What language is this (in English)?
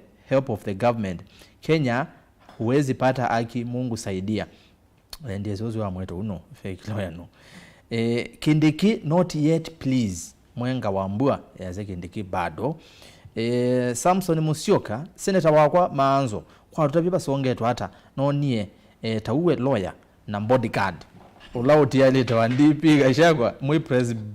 Kamba